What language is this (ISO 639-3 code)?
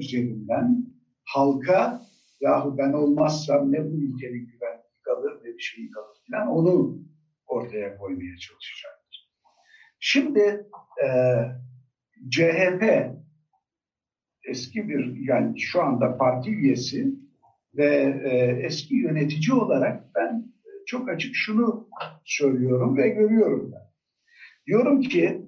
tur